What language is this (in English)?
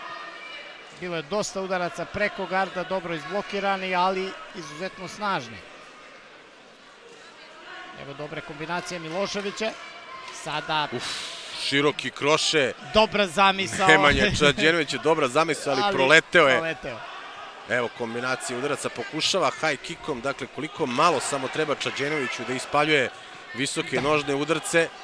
Serbian